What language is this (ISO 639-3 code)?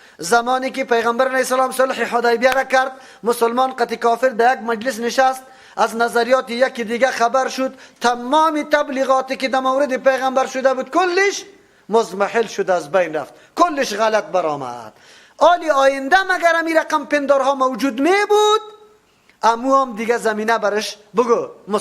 fas